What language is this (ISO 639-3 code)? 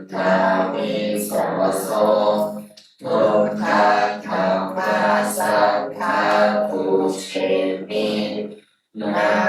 pli